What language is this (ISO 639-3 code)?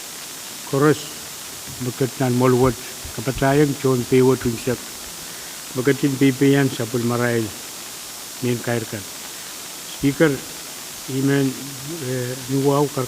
pon